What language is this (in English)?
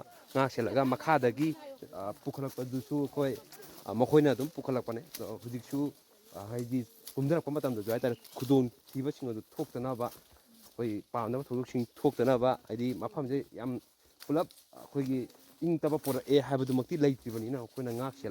Manipuri